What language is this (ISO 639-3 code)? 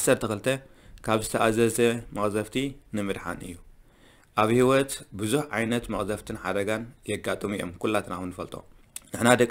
tir